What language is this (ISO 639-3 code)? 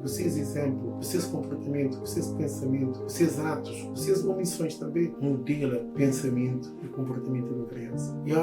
kea